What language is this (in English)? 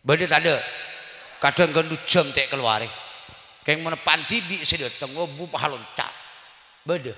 Madurese